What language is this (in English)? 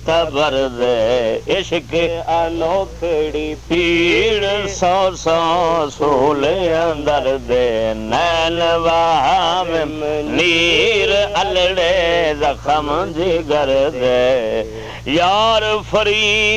Saraiki